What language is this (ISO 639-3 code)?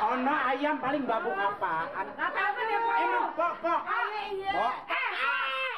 bew